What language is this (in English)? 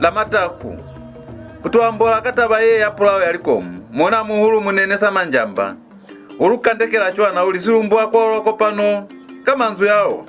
Lozi